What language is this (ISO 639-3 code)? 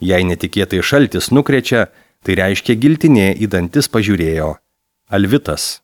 lit